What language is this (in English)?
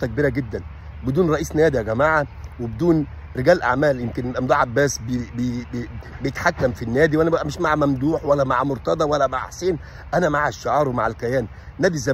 Egyptian Arabic